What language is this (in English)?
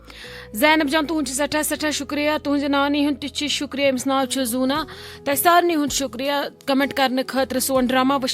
Kashmiri